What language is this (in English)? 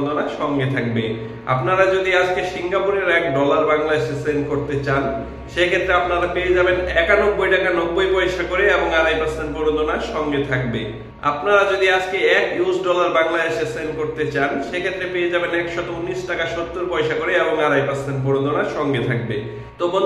Bangla